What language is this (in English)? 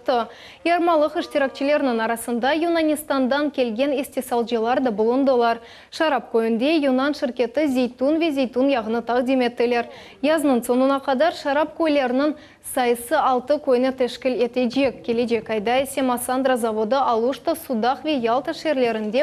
Crimean Tatar